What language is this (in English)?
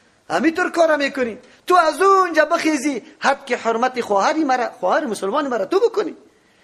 Persian